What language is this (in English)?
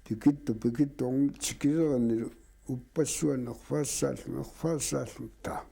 Kalaallisut